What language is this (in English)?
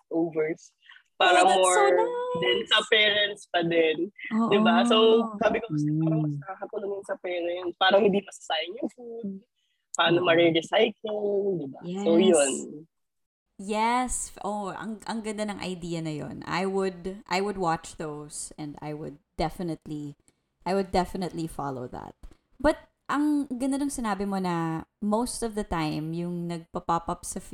Filipino